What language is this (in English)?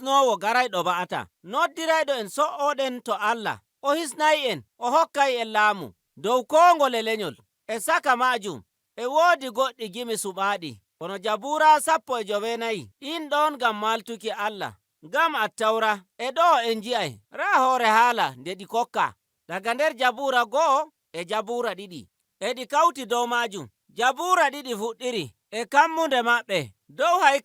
Nigerian Fulfulde